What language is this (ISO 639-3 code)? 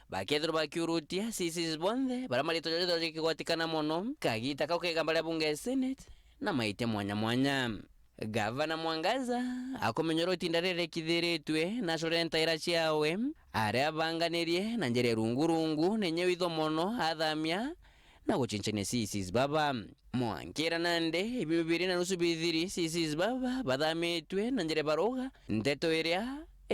mer